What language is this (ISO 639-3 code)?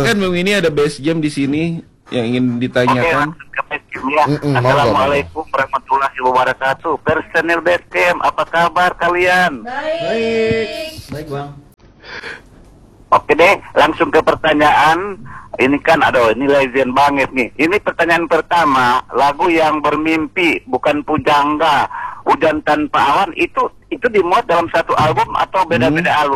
ind